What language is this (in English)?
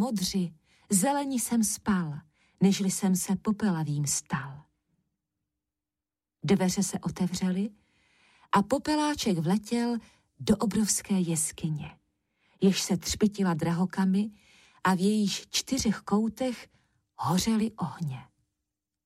Czech